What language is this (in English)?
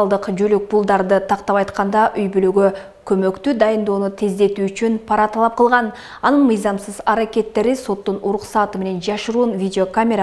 Kyrgyz